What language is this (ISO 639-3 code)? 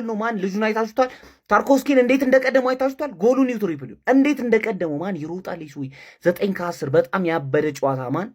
amh